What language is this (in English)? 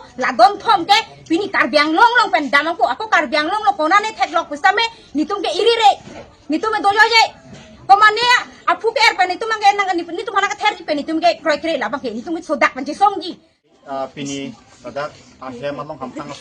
Karbi